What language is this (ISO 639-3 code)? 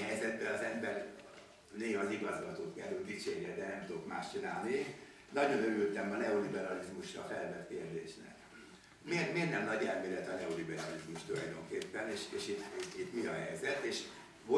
hun